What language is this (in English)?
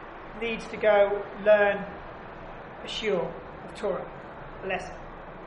English